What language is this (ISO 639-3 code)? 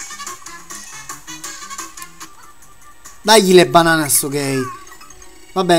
ita